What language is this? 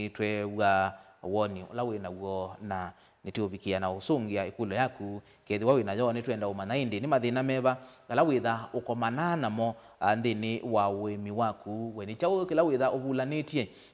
Kamba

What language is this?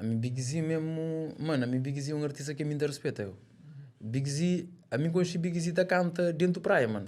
Kabuverdianu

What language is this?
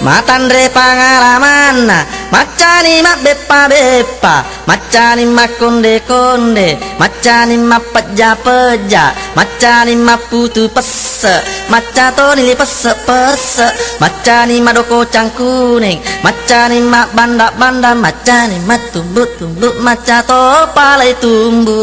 Buginese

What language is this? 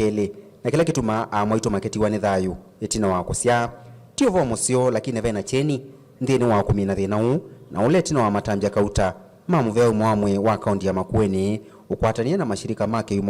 Kamba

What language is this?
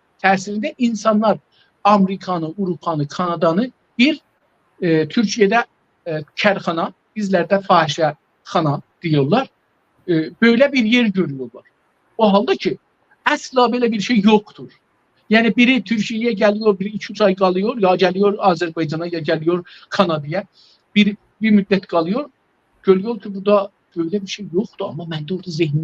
South Azerbaijani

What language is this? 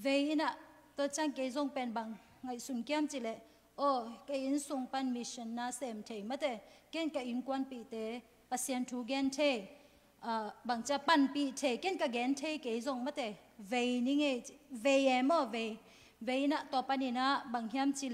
Tedim Chin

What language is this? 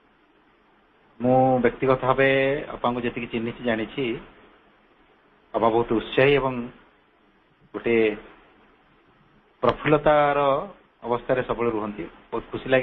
Odia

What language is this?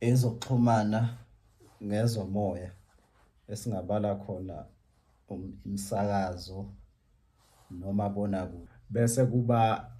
Zulu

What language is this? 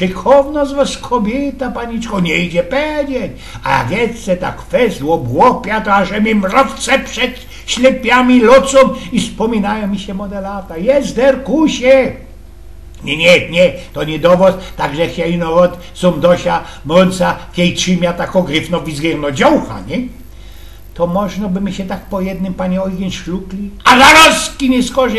Silesian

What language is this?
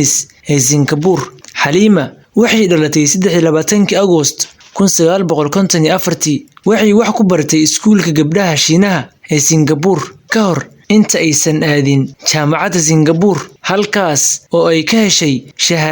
Somali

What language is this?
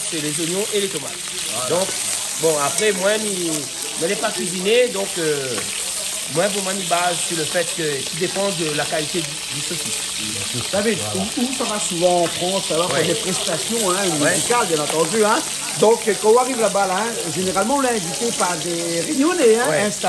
Réunion Creole French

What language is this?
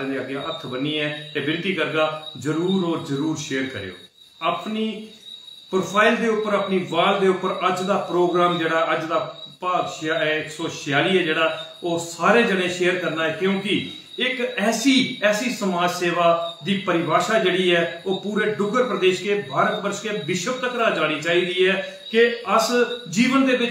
Dogri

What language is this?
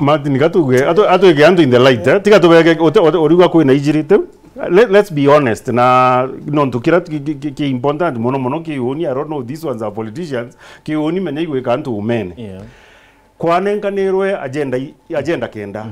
Meru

